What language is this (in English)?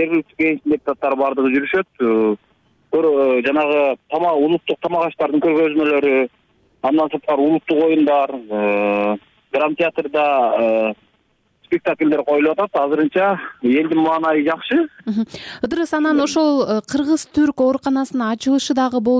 Kyrgyz